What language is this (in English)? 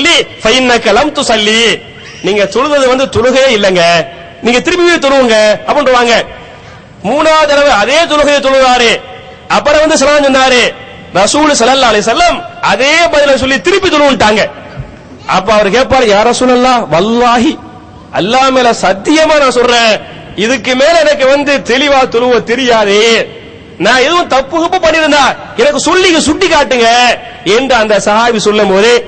Tamil